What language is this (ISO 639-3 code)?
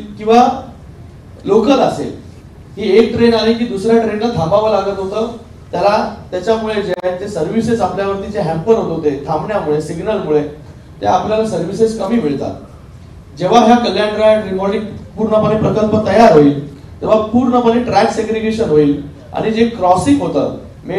mar